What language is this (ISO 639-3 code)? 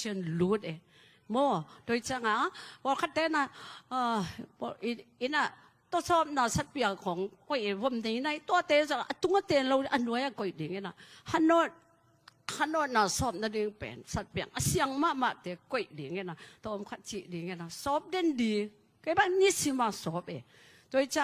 ctd